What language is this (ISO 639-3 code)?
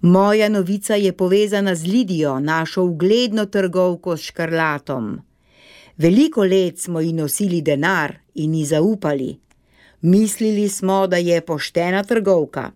slv